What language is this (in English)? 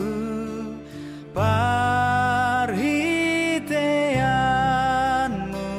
Batak Toba